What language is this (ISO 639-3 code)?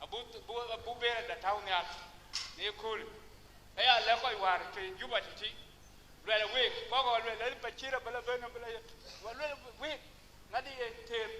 din